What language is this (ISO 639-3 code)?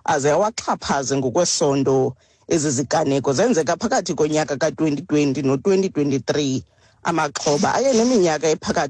xho